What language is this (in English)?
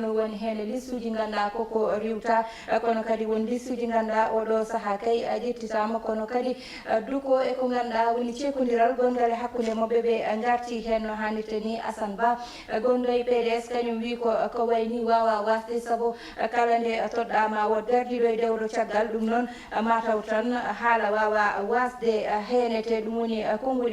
Fula